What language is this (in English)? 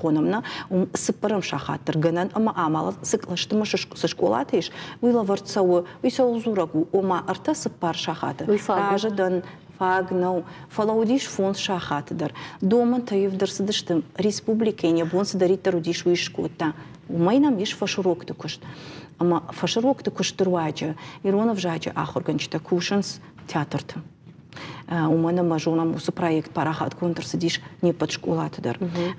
Ossetic